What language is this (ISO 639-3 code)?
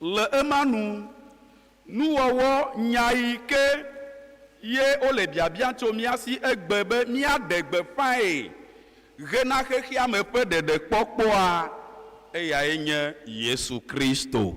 ewe